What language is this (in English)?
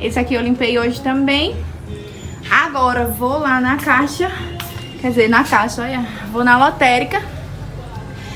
Portuguese